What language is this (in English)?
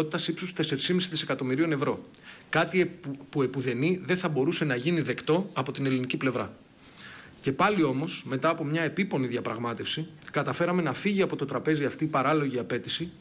Greek